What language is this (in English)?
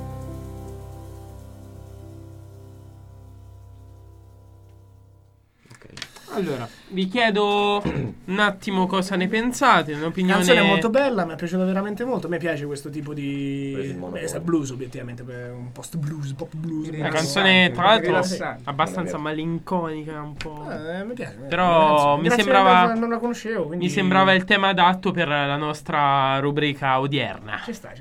Italian